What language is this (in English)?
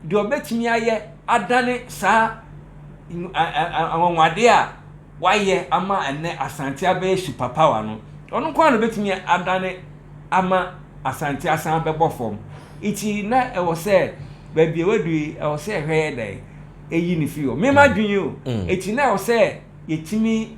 Akan